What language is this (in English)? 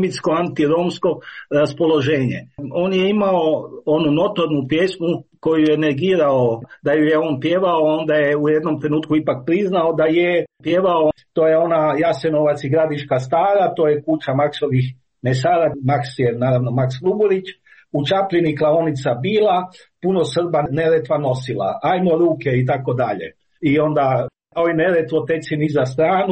Croatian